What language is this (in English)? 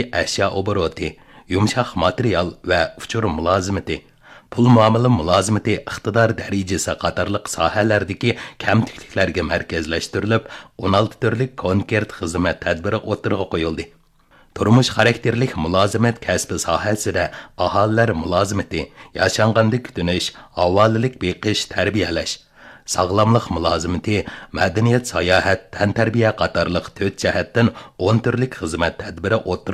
Uyghur